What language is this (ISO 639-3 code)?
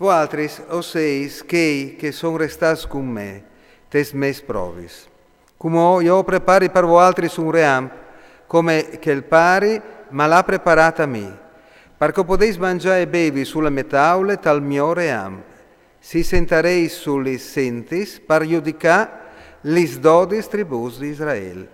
fur